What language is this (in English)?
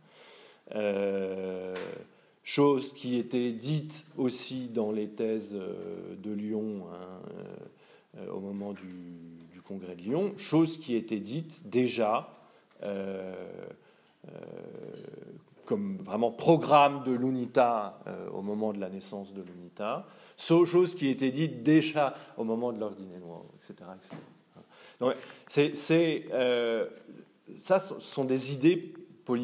French